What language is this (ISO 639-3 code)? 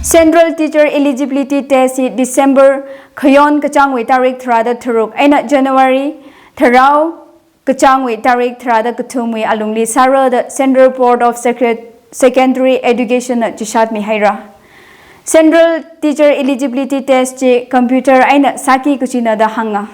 nmf